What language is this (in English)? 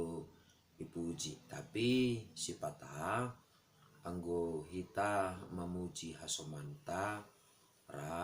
Batak Simalungun